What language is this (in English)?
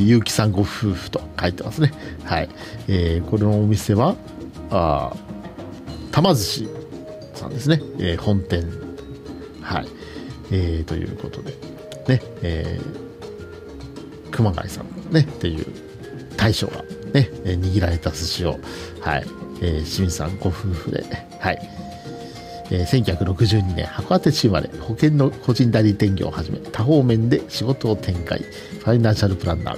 Japanese